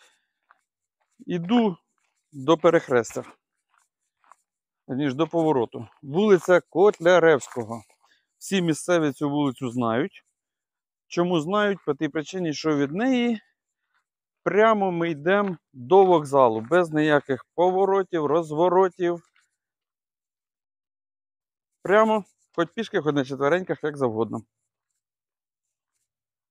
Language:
Ukrainian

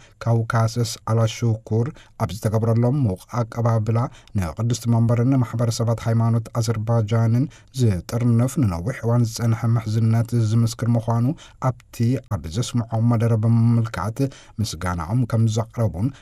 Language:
Tigrinya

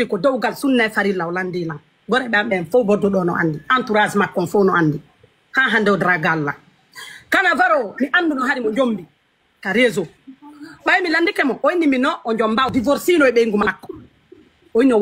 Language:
Pular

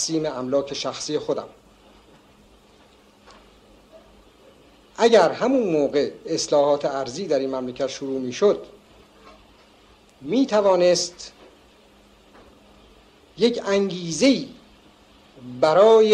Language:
Persian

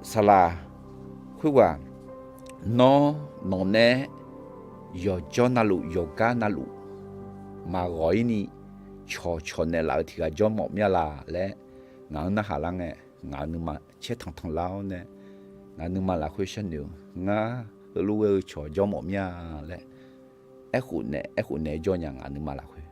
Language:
Akha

